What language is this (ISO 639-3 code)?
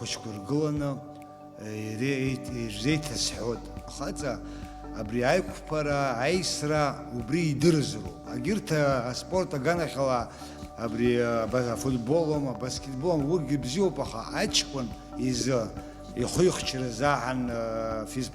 abk